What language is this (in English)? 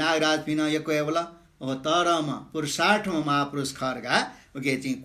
Newari